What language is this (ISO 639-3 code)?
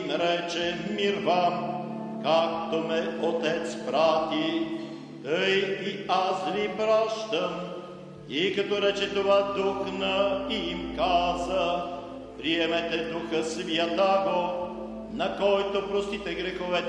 bul